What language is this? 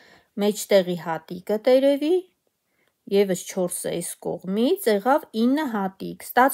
Armenian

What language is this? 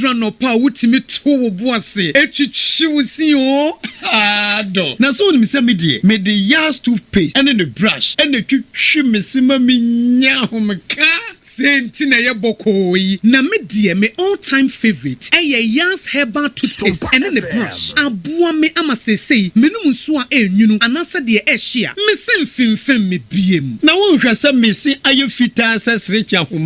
Akan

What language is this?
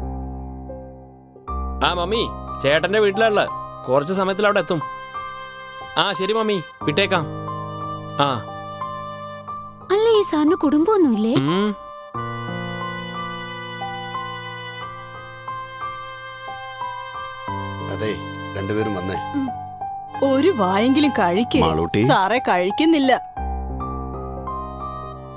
Malayalam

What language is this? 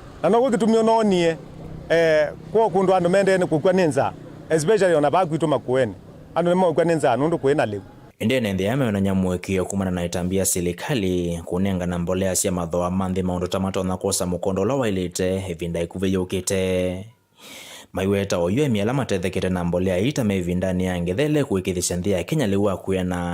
Kamba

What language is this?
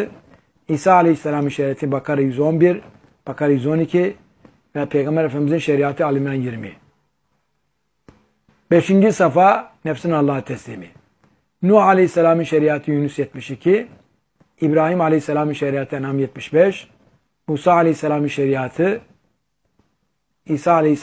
Turkish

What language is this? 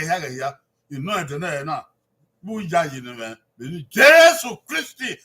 Bini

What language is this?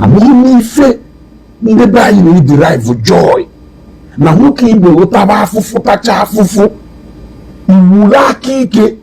Igbo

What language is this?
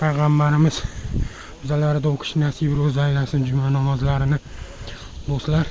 Uzbek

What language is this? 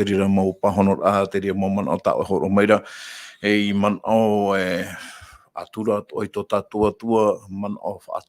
Tahitian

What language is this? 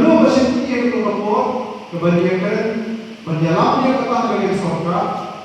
Khasi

